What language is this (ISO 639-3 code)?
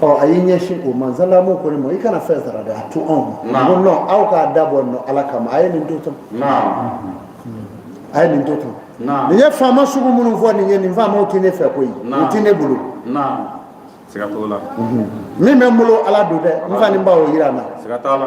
bam